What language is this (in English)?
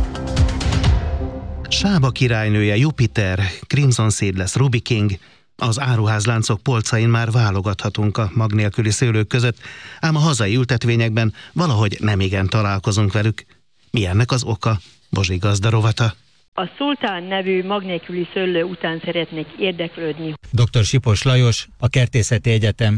Hungarian